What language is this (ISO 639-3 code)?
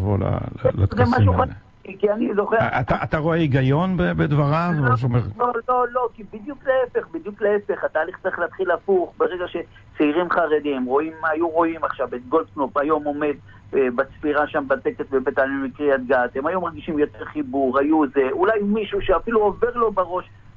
heb